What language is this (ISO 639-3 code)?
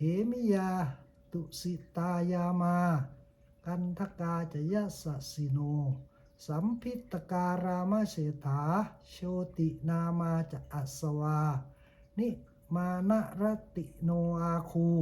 pli